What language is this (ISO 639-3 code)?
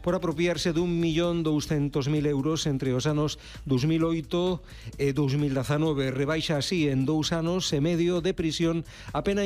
glg